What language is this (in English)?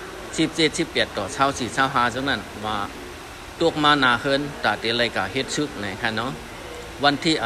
Shan